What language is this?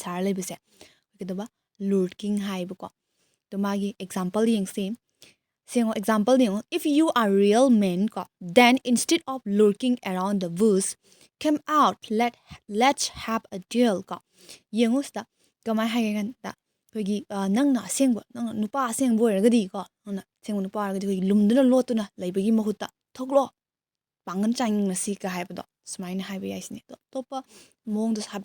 Manipuri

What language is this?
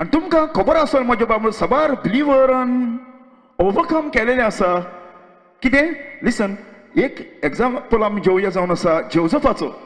Konkani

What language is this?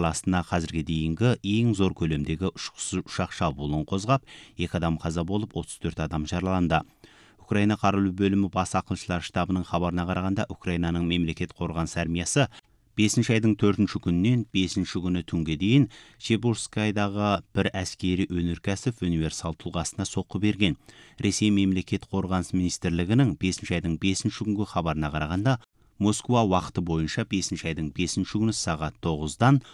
Kazakh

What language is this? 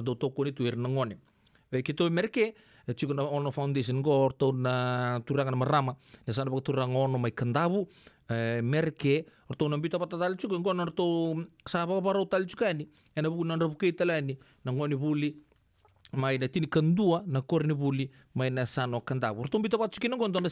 Fijian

